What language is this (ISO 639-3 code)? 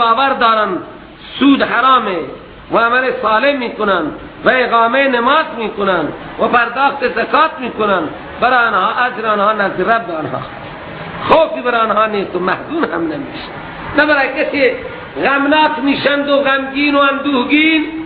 fas